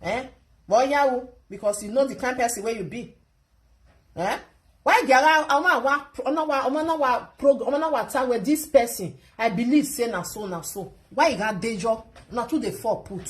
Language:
Nigerian Pidgin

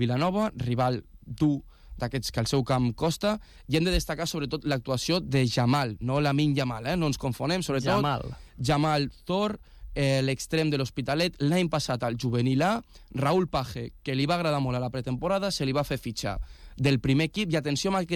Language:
Catalan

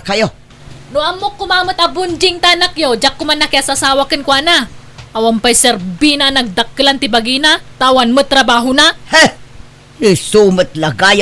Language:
Iloko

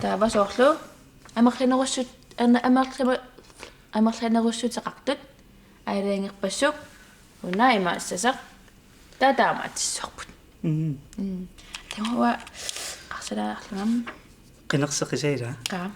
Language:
Kalaallisut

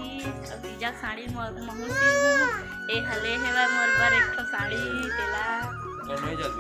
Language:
Chhattisgarhi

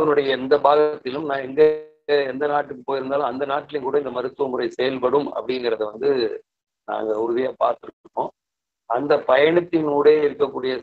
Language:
Tamil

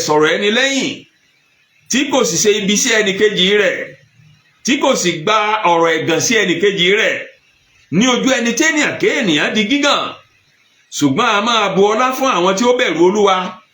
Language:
Yoruba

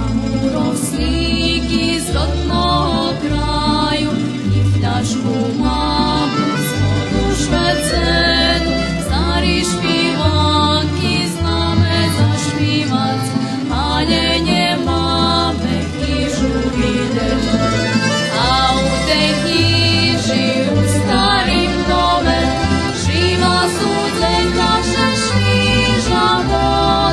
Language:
Rusyn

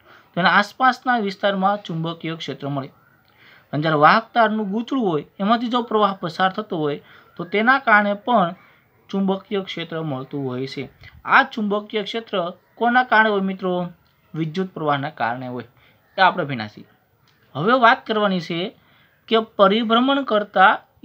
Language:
Gujarati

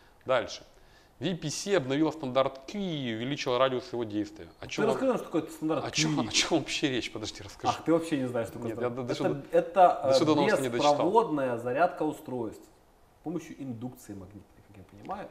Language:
Russian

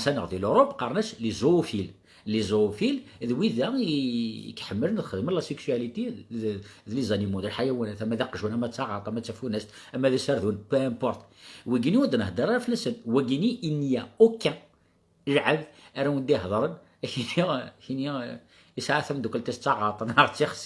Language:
Kabyle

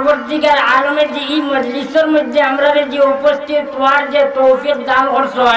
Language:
Sylheti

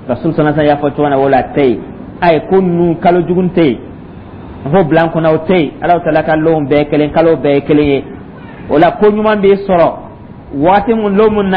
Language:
Dyula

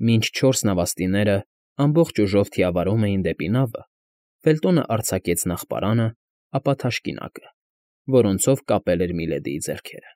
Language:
Armenian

